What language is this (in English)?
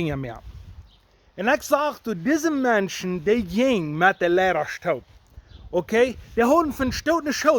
Plautdietsch